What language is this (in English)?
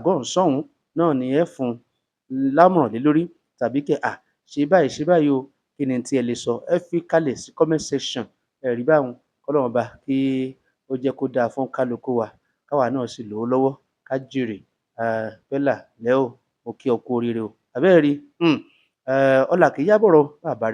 Yoruba